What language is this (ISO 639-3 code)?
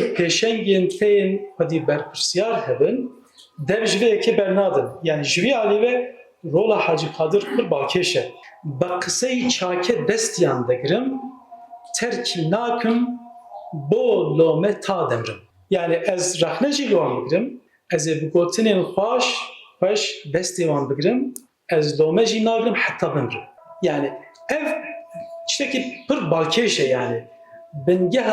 kur